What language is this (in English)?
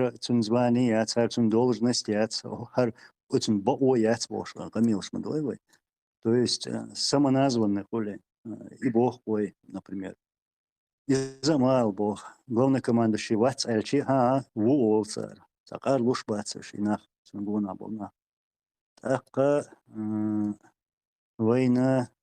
Chechen